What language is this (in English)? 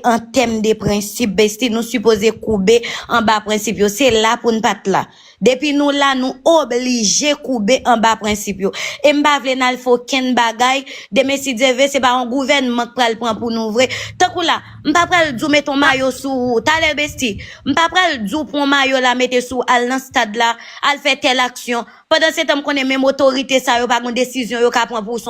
Haitian Creole